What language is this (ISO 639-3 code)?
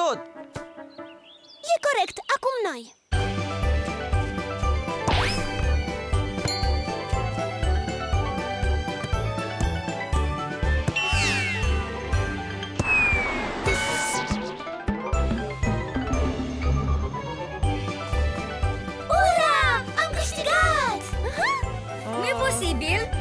ron